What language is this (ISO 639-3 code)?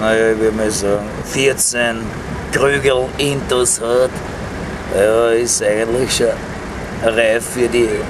bar